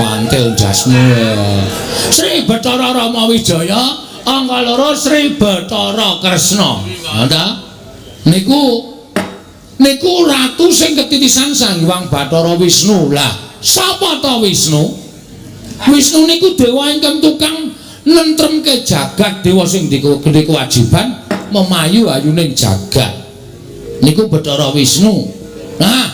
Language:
Javanese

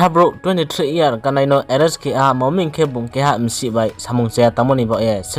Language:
Riang (India)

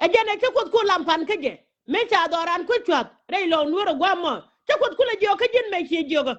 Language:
Nuer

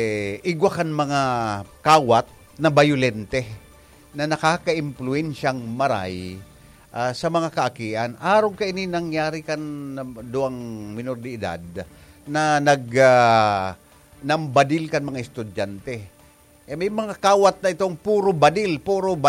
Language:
Bikol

